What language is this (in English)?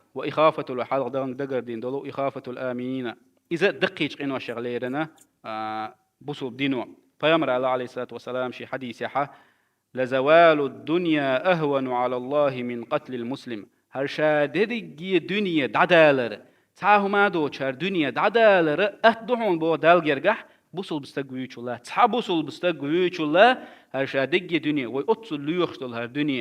Chechen